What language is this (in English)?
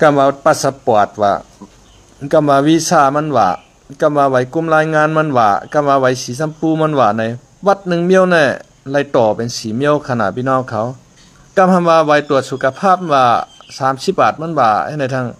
Shan